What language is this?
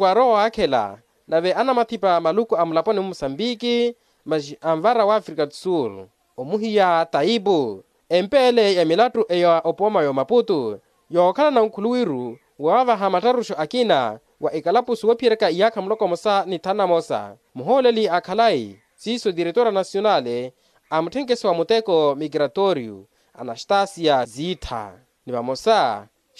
Makhuwa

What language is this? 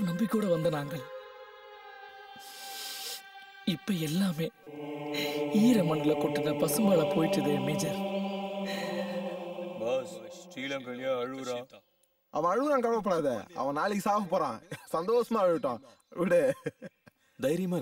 Tamil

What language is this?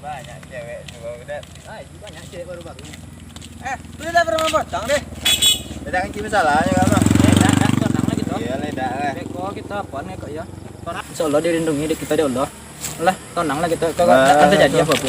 Minangkabau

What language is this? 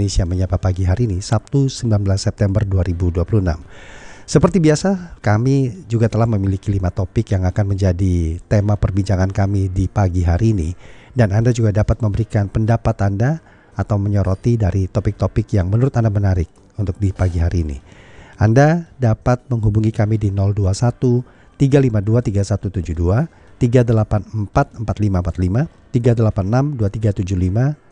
Indonesian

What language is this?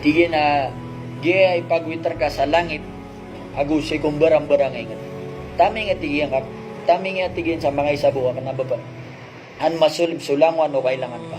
Maranao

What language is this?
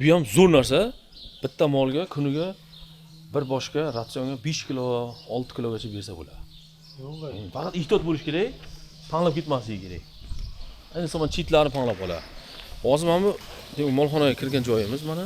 Uzbek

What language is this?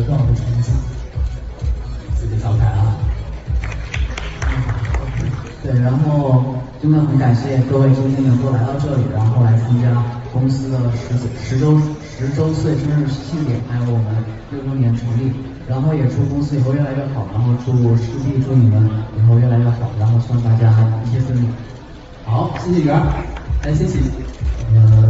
Chinese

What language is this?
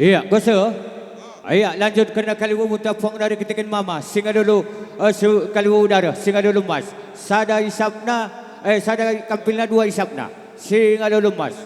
Batak Karo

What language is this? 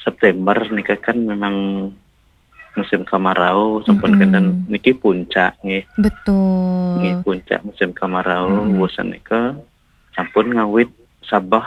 Balinese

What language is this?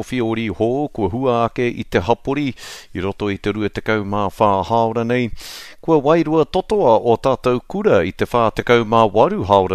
Māori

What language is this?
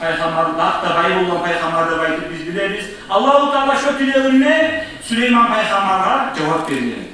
Kumyk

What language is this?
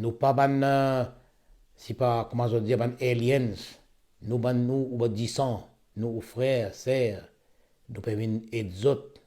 Morisyen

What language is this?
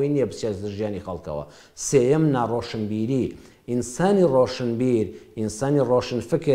Central Kurdish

